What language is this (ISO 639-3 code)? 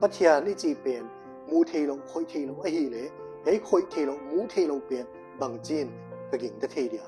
pck